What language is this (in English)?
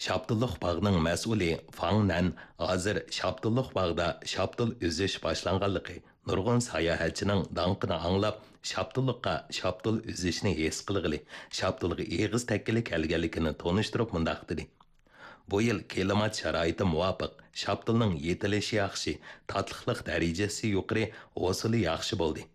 Uyghur